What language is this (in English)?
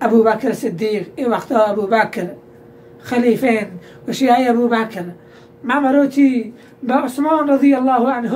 Baluchi